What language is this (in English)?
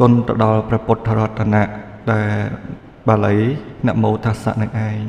Khmer